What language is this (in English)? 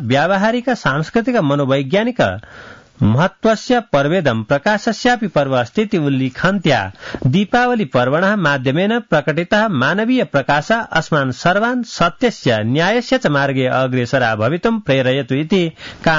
Sanskrit